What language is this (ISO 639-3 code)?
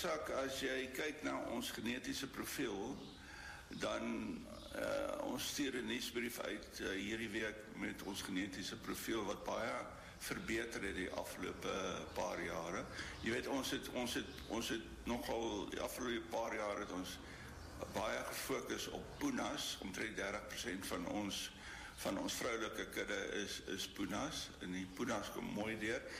afr